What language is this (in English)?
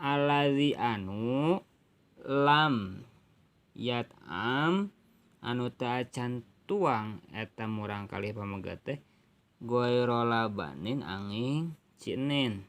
Sundanese